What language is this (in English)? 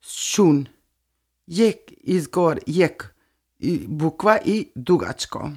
Serbian